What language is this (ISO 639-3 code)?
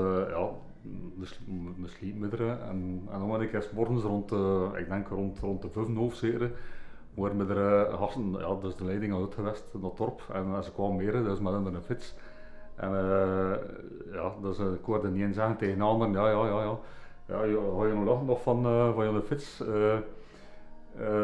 nld